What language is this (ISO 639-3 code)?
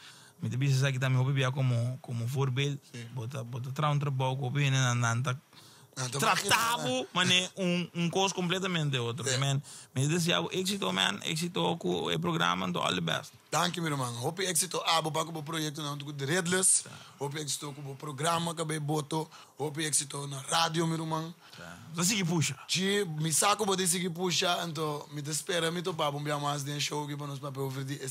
pap